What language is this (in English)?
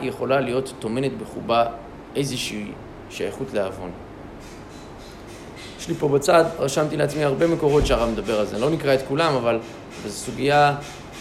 Hebrew